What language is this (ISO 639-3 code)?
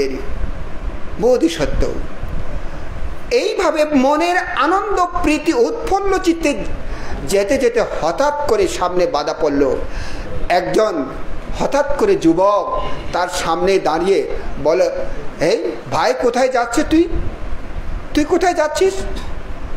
ben